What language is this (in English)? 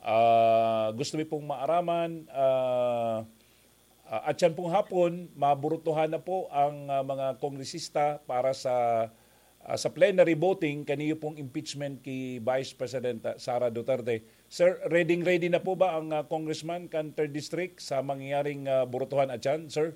Bikol